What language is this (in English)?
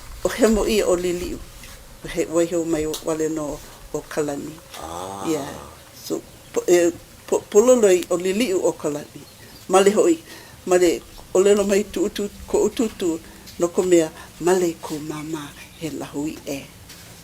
Hawaiian